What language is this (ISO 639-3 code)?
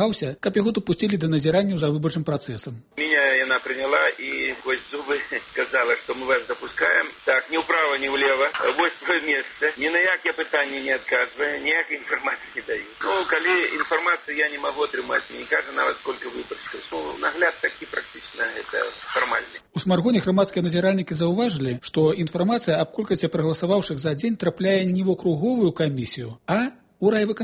bel